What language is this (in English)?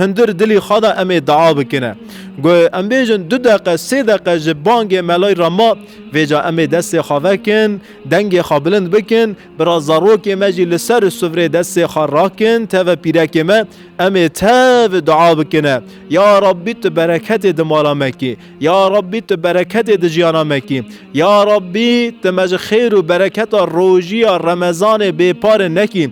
Kurdish